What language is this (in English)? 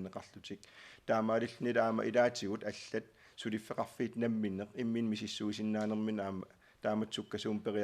Kalaallisut